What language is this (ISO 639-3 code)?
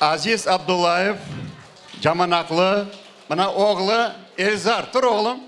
crh